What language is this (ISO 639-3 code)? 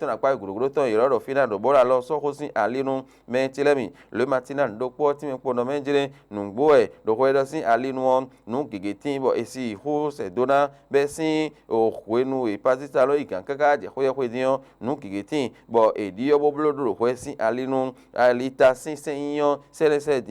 fon